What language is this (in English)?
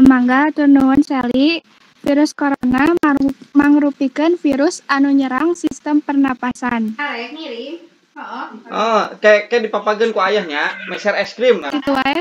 Sundanese